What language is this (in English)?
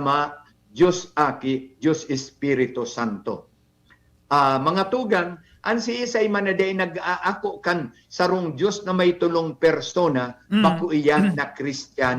Bikol